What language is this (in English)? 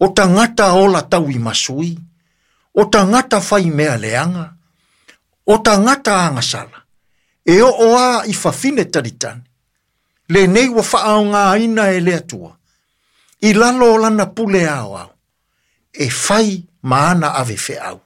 Samoan